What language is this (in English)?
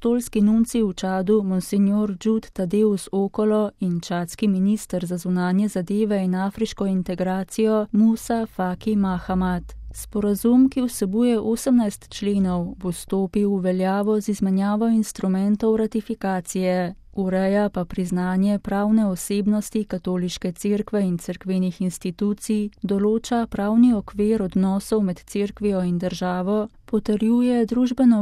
Slovenian